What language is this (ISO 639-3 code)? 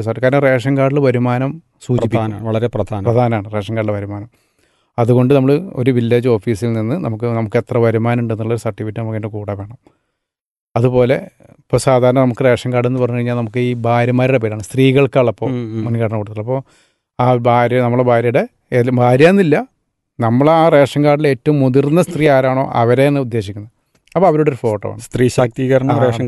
mal